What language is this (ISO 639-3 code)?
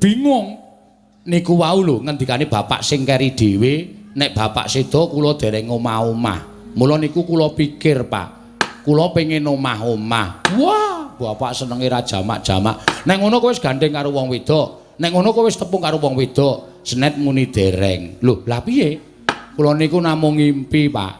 jav